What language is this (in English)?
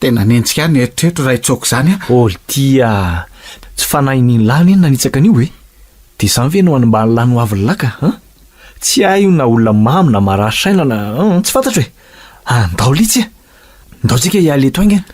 Malagasy